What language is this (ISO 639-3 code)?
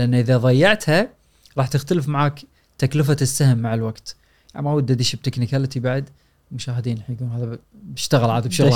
afb